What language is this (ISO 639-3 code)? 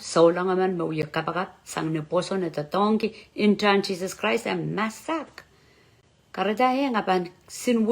pon